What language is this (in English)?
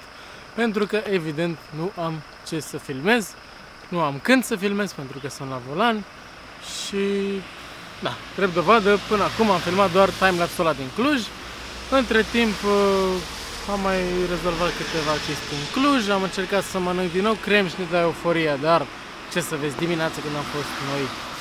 Romanian